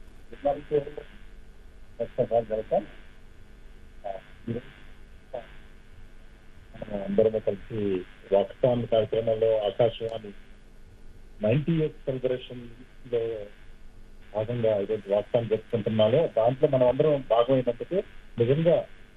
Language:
Telugu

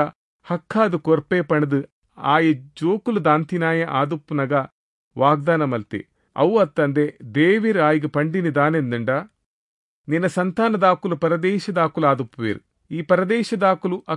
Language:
Tulu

